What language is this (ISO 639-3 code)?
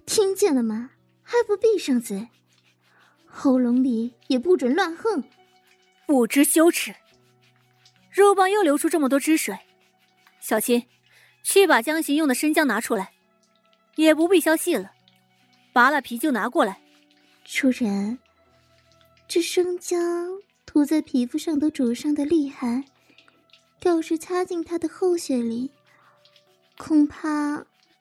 zho